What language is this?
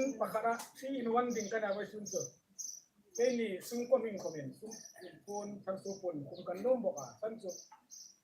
Hmar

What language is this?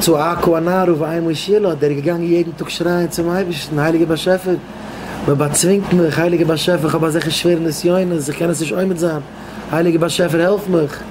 Yiddish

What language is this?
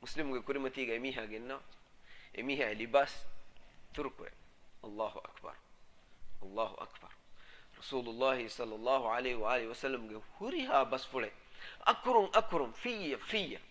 Divehi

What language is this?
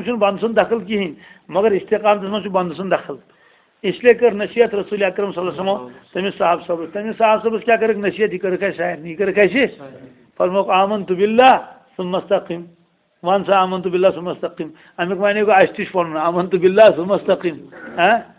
Kashmiri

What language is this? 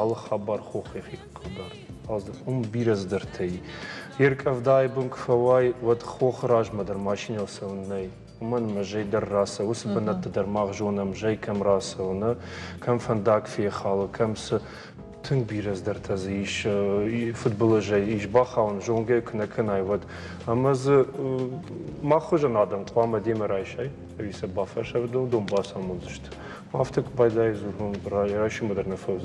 Ossetic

